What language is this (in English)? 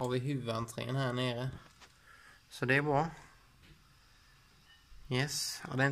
Swedish